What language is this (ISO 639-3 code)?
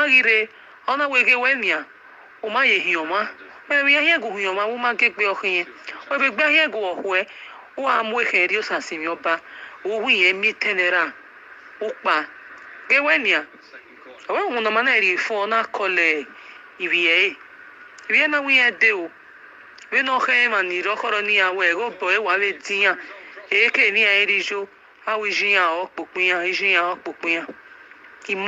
pcm